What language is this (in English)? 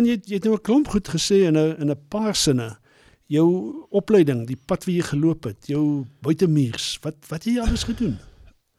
Afrikaans